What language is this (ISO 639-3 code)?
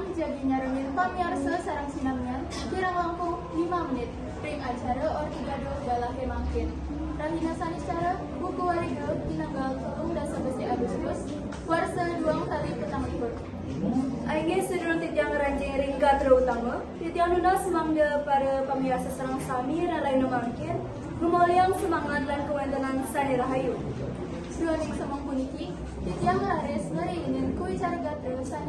ban